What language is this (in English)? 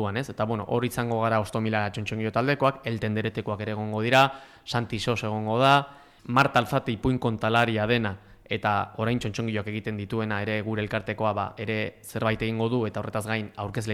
Basque